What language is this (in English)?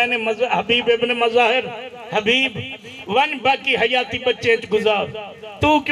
Saraiki